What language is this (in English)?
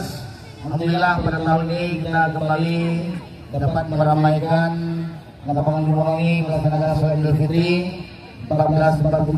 Indonesian